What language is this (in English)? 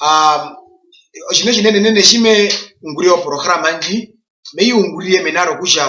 Herero